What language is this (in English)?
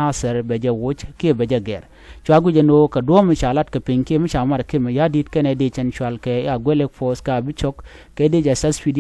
Nuer